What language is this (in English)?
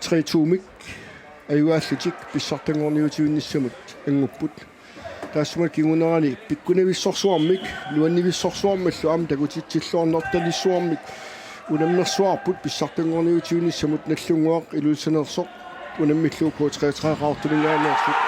Kalaallisut